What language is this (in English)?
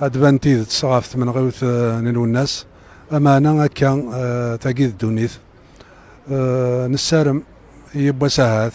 Kabyle